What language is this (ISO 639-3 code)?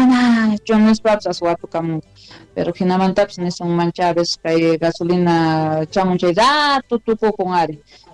quh